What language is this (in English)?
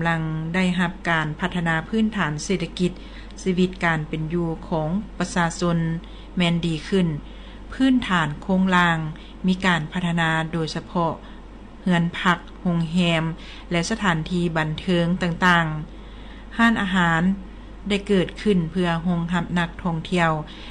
Lao